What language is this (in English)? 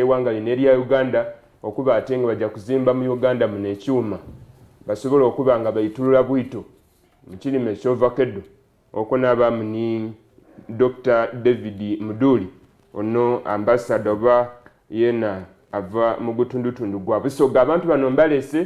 Soga